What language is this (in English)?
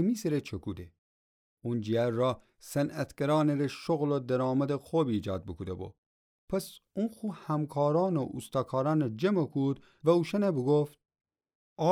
Gilaki